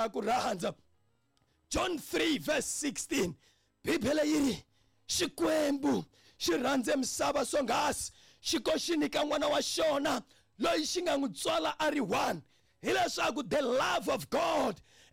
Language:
Tsonga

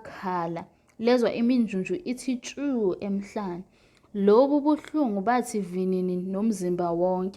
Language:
Zulu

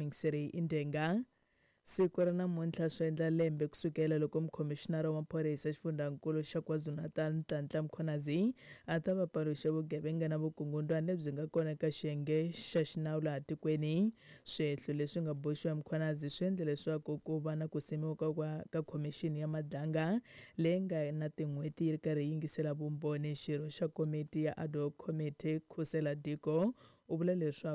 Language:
Tsonga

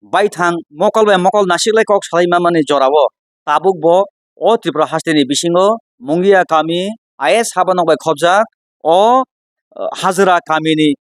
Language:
Kok Borok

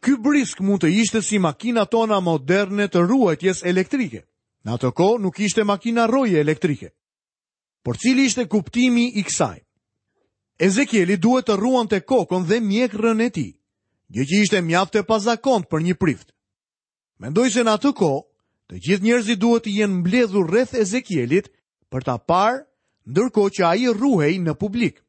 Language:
Albanian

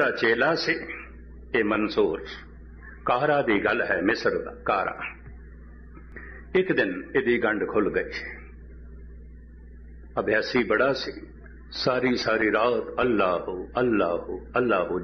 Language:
Punjabi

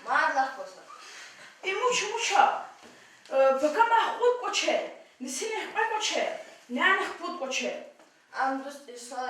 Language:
Lezghian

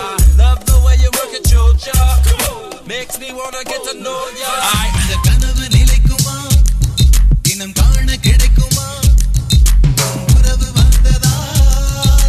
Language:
Tamil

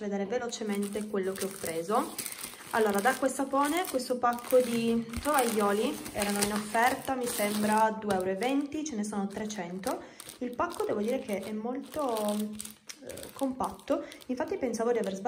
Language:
Italian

